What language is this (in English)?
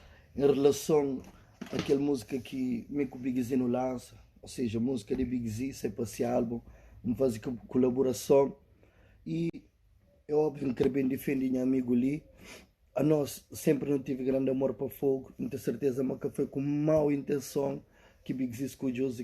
Kabuverdianu